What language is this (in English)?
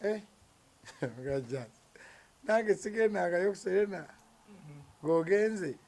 Ganda